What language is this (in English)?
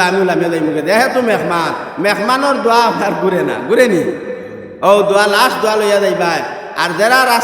Sylheti